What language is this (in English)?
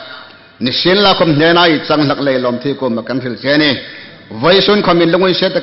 Hmar